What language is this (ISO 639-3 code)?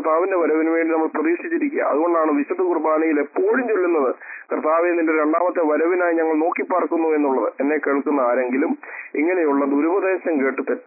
mal